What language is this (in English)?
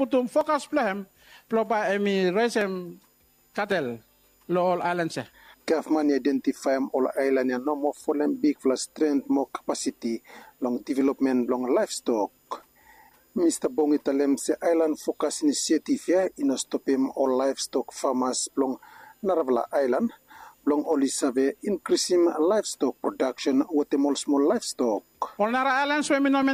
Bislama